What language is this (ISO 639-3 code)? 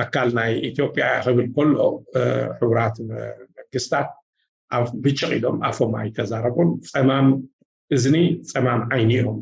tir